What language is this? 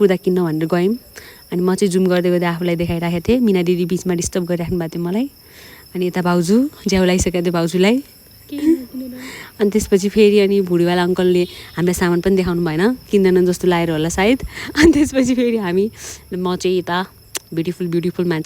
Nepali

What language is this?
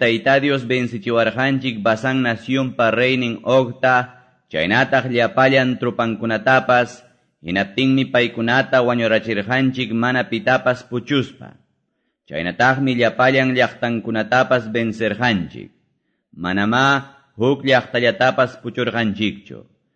Quechua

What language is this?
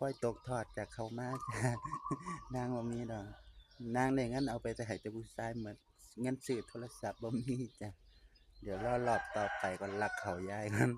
Northeastern Thai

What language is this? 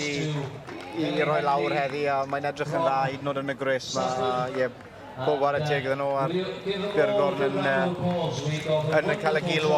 Welsh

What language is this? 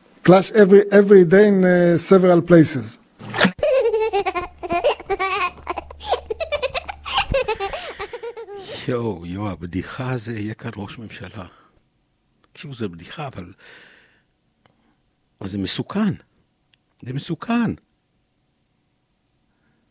Hebrew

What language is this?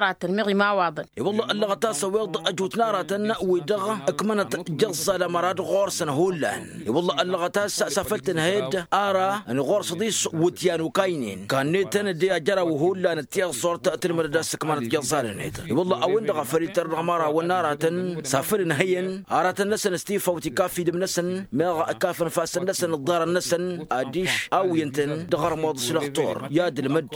Tamasheq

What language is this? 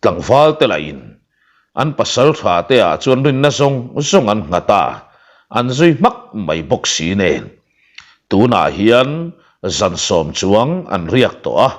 Mizo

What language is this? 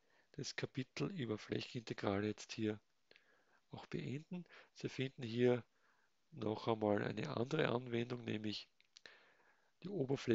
German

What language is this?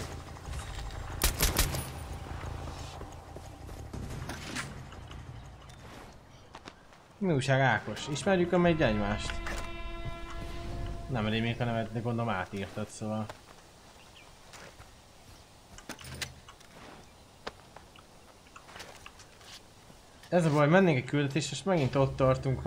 Hungarian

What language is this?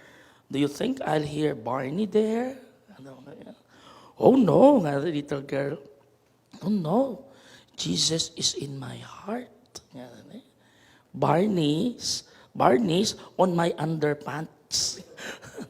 Pampanga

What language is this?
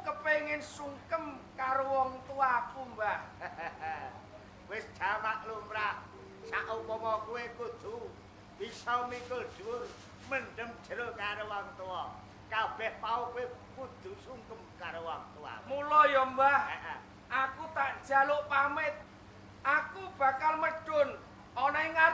Javanese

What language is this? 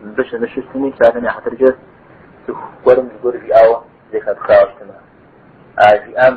Kabardian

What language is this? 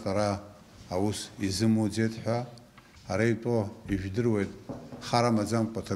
Abkhazian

